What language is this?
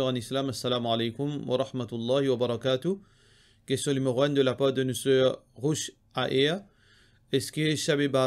Morisyen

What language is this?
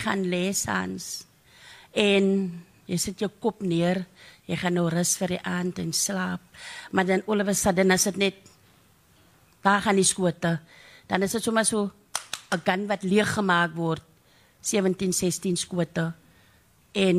Afrikaans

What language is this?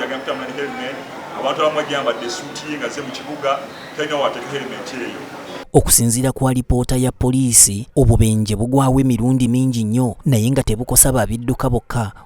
Ganda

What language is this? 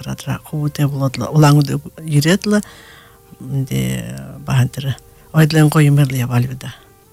Buriat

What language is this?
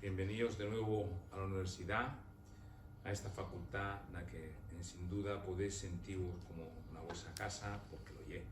Asturian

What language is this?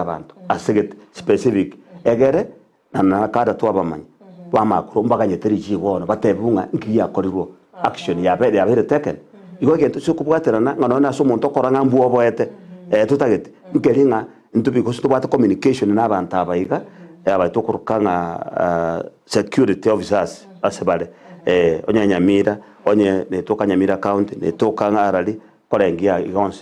Gusii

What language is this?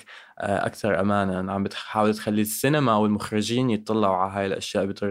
North Levantine Arabic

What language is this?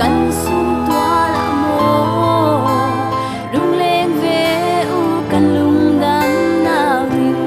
Falam Chin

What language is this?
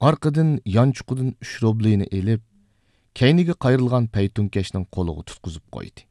Uyghur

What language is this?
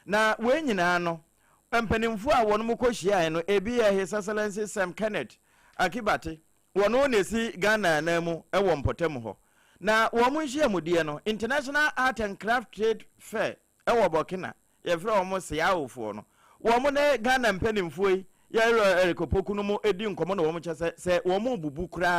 Akan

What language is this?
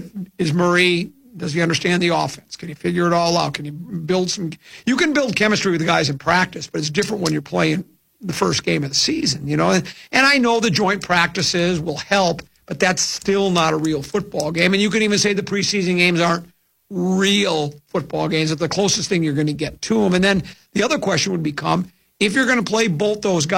English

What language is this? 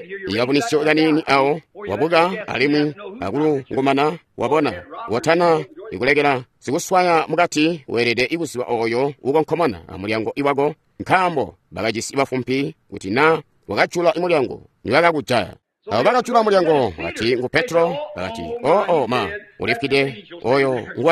Tonga (Zambia)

